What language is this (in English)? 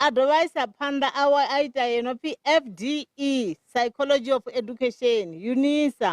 Venda